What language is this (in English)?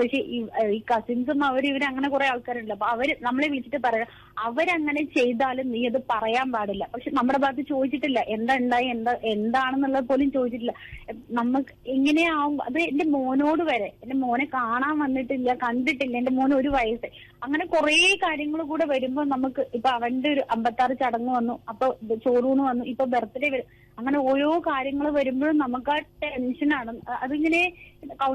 Malayalam